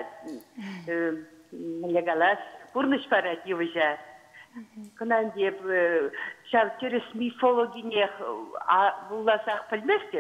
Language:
Chuvash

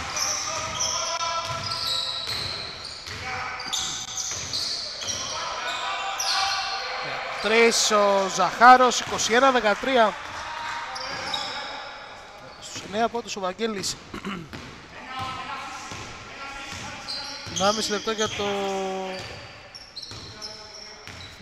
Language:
Greek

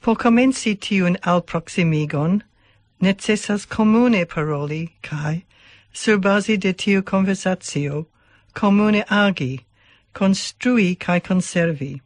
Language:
Esperanto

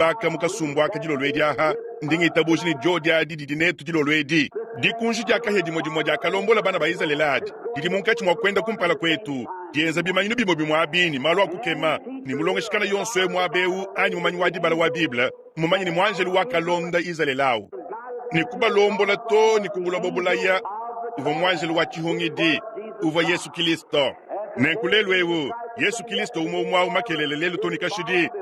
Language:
Luba-Lulua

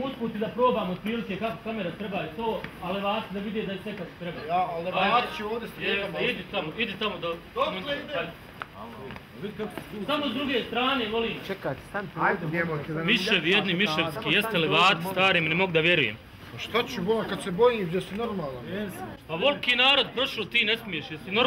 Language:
Bosnian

